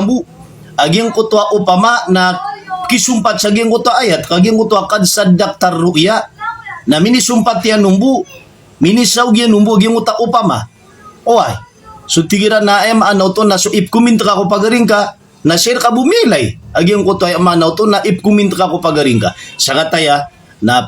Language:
Maranao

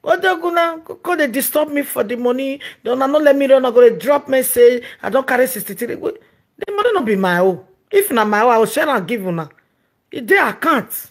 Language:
Nigerian Pidgin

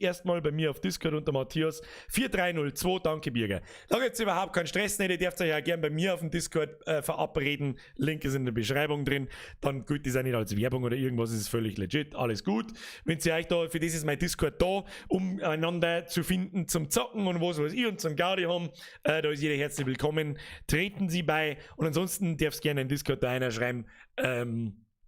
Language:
Bavarian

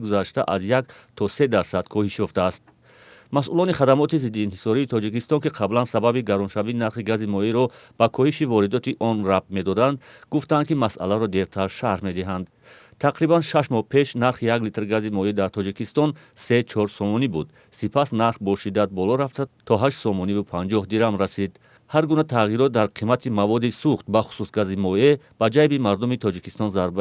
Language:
Tajik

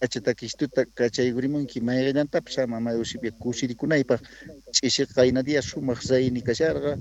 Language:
South Bolivian Quechua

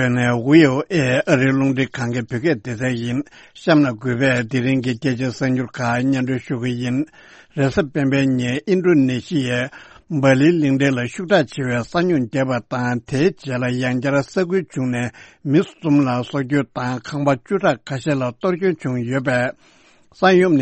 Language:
Tibetan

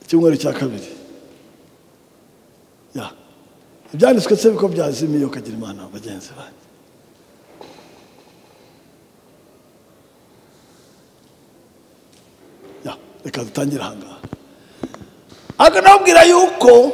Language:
Kinyarwanda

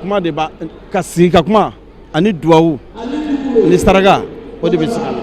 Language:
Bambara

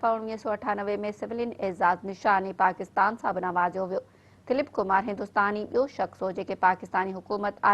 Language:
Sindhi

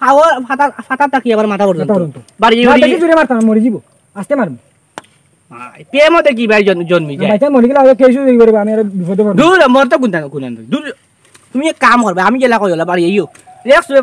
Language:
Sylheti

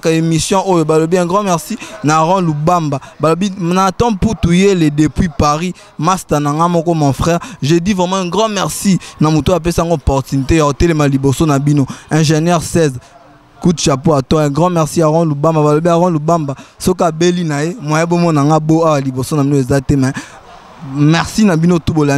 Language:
Lingala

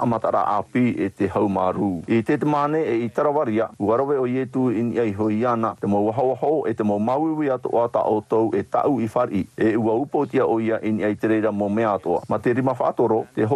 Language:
Tahitian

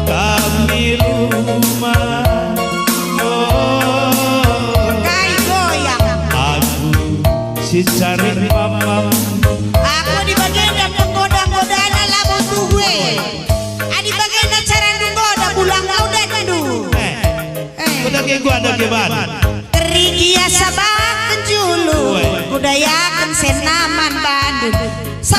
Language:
Batak Karo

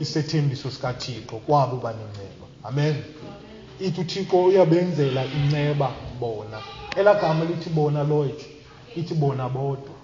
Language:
Xhosa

